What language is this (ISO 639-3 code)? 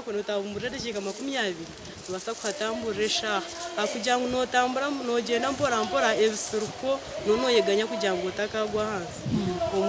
nyn